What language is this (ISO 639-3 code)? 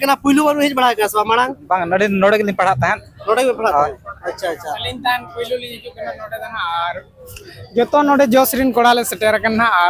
sat